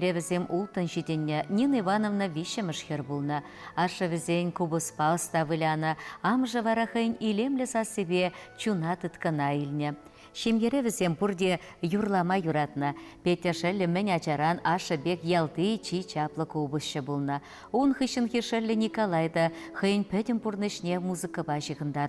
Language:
Chuvash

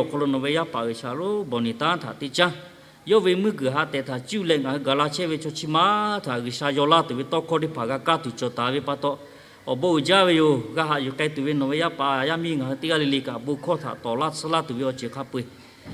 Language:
Lahu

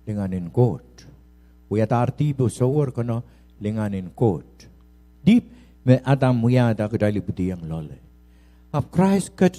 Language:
Pohnpeian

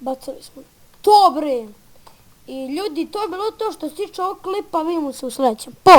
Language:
Bosnian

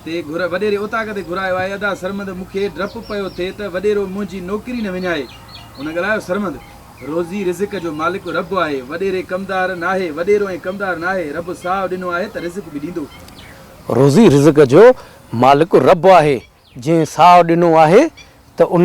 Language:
Sindhi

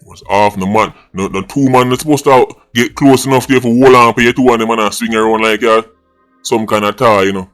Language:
Jamaican Creole English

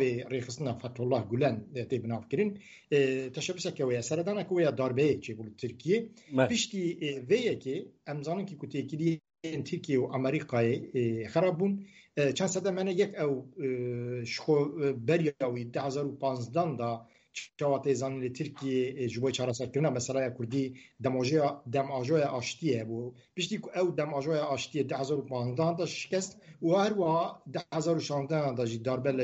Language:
Kurdish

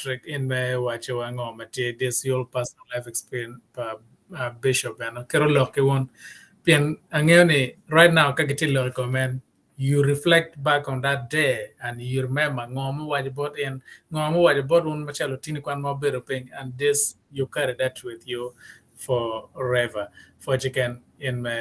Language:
Acoli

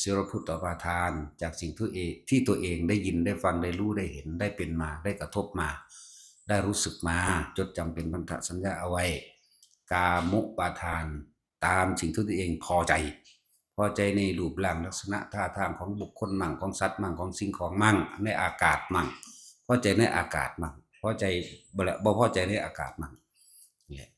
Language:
Northeastern Thai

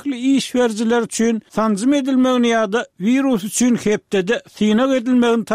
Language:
Turkmen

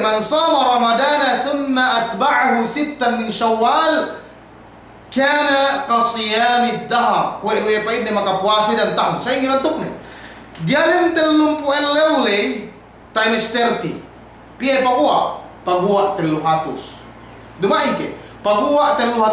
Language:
Yakan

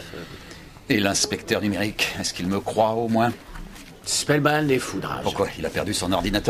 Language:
French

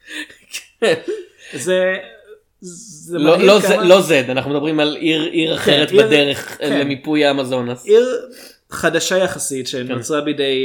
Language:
Hebrew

